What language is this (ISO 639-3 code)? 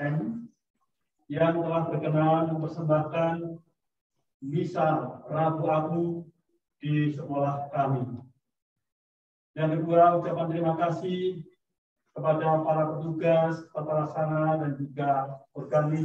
ind